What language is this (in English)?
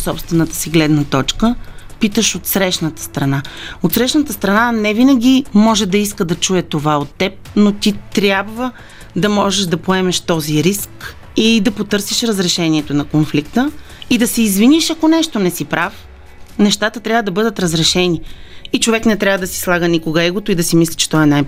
Bulgarian